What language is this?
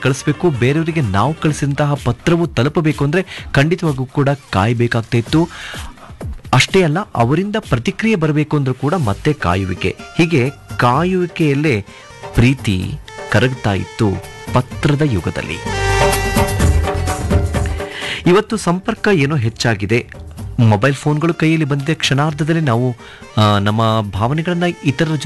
Kannada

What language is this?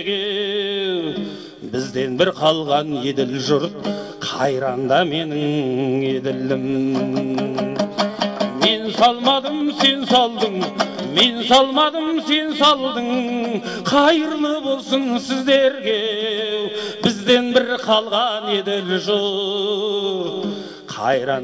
Kazakh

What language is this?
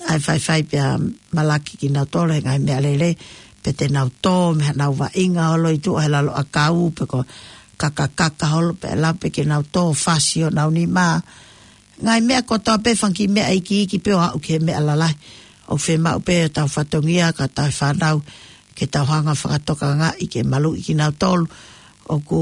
Tongan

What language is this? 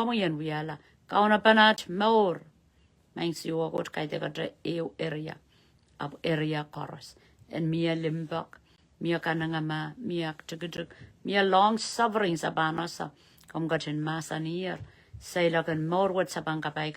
Pohnpeian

